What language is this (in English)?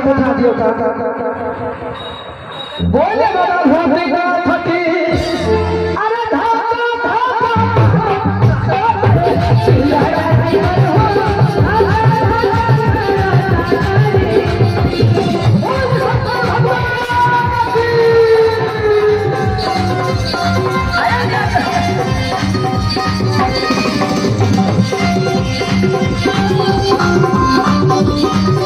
Bhojpuri